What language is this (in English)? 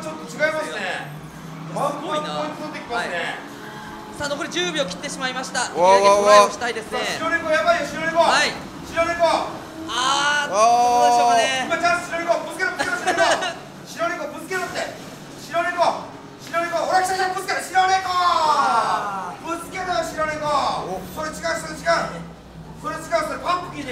Japanese